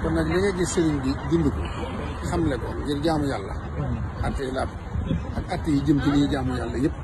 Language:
Wolof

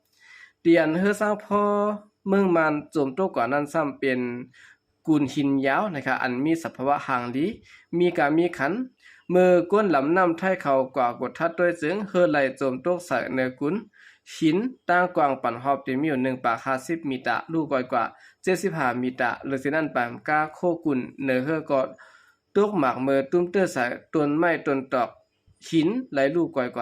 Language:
Shan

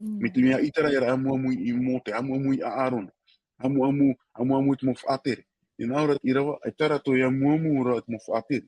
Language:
Tahitian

